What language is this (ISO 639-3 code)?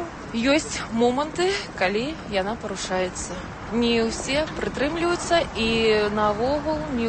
bel